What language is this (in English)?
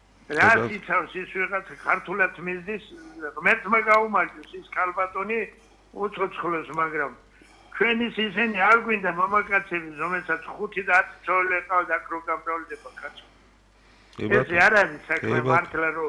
Georgian